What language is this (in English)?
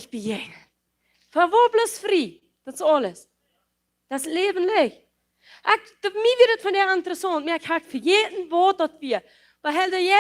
Plautdietsch